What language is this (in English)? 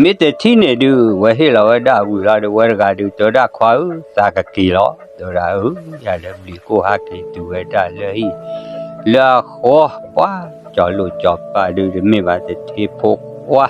S'gaw Karen